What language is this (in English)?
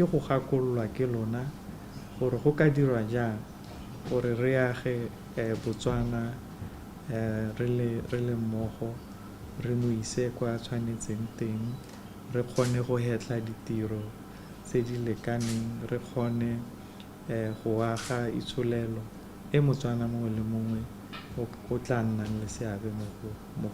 Tswana